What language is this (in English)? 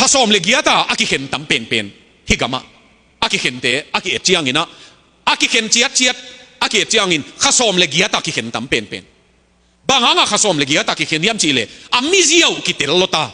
Tedim Chin